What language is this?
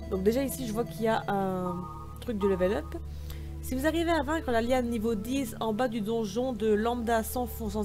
French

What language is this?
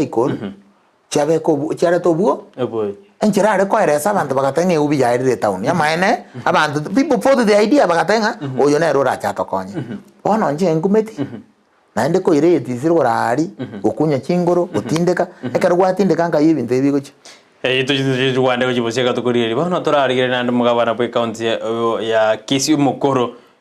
Gusii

